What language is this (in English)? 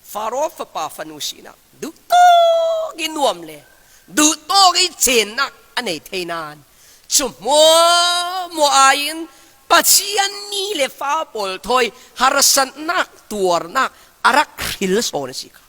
Falam Chin